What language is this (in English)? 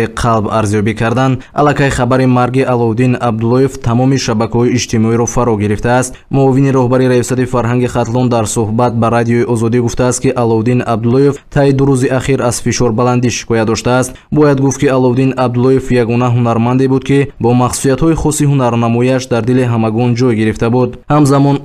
Tajik